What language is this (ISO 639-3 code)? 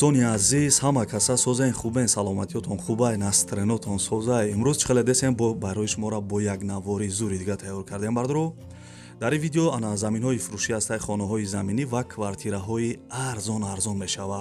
tgk